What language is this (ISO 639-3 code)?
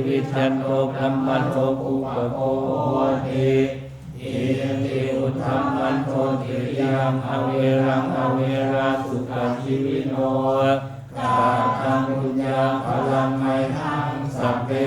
pli